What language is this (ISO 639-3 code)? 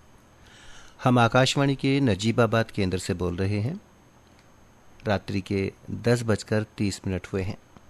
hin